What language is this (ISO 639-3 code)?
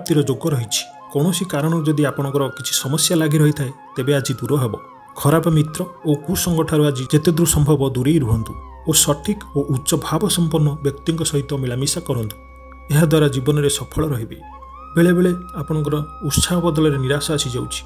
ori